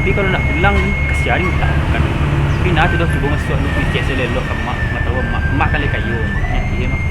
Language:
Minangkabau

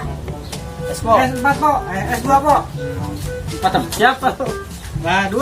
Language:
Betawi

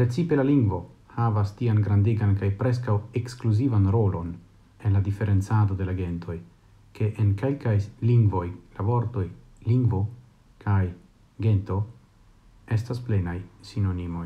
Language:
Esperanto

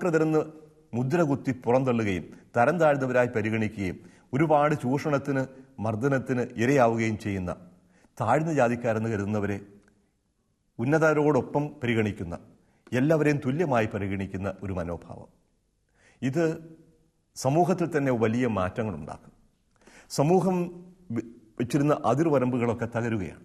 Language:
Malayalam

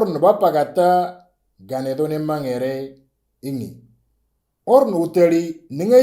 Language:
Moro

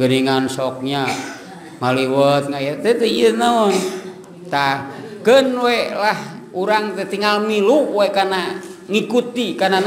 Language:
Sundanese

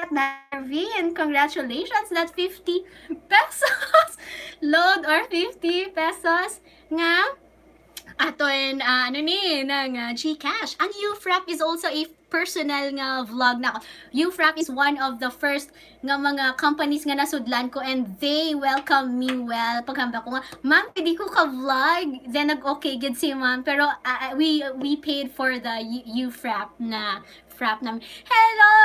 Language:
Hiligaynon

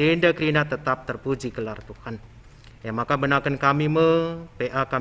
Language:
Batak Karo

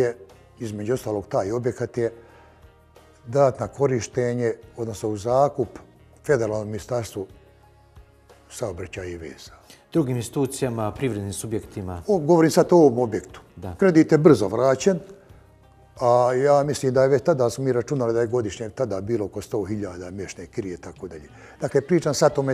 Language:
Bosnian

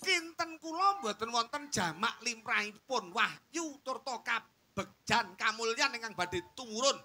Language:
Javanese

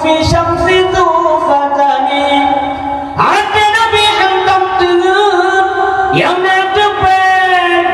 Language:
Achinese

